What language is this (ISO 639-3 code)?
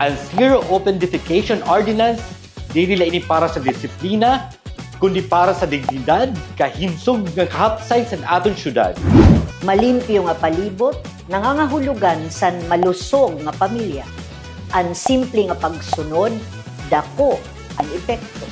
war